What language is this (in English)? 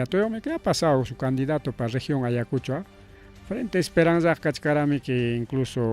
Ayacucho Quechua